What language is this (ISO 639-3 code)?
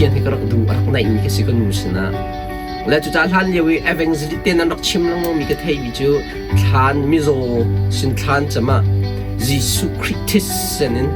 cnh